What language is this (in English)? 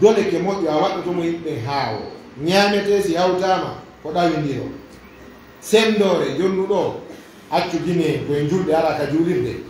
Fula